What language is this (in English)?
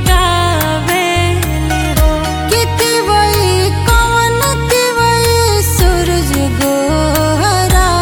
Bhojpuri